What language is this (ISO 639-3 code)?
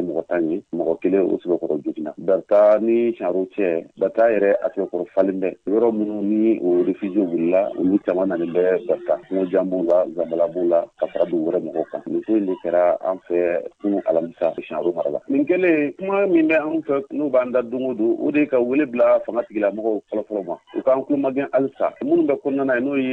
bam